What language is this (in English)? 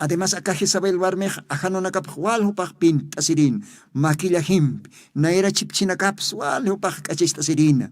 Aymara